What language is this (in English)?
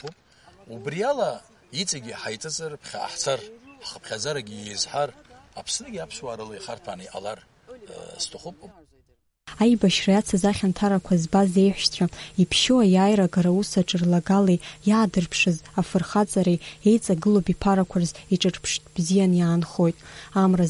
Abkhazian